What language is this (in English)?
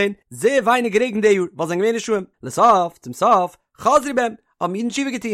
Yiddish